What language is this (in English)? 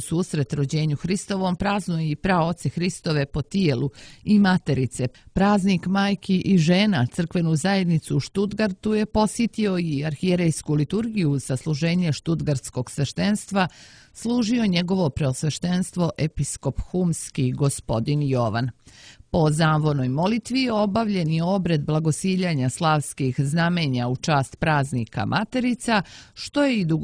Serbian